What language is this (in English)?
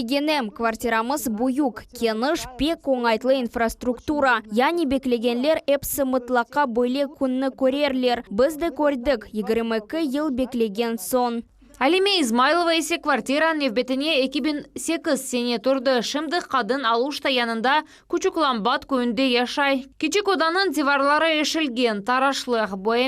Crimean Tatar